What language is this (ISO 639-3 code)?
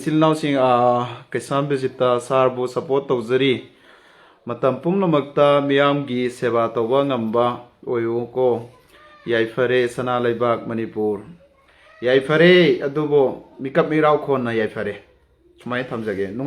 mni